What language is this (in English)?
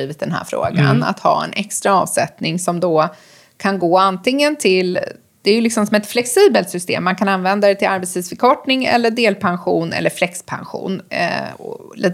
Swedish